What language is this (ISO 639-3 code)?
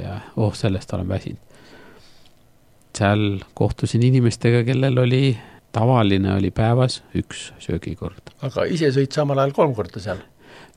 est